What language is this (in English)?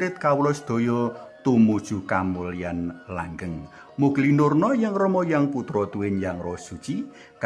Javanese